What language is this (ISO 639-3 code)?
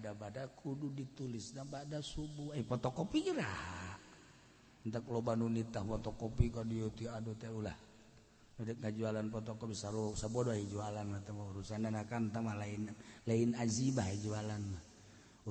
sun